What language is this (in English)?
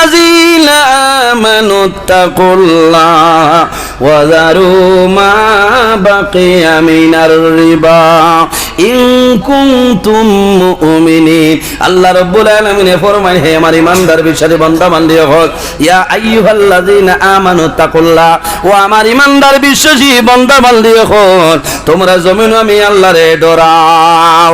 Sylheti